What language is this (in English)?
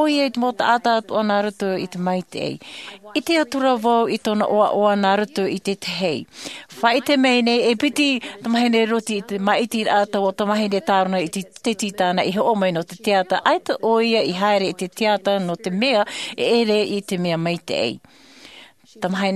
Tahitian